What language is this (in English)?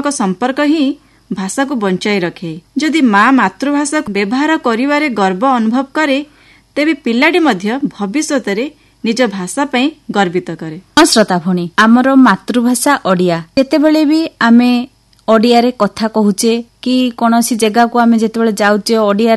Odia